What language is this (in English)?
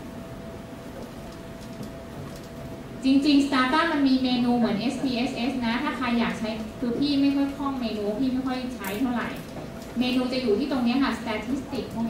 Thai